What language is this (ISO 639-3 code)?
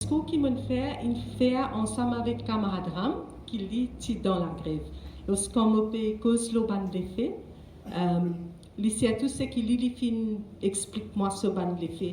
mfe